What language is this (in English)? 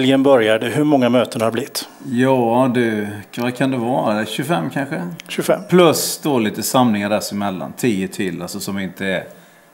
Swedish